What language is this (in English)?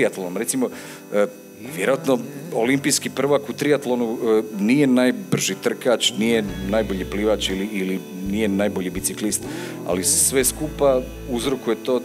Croatian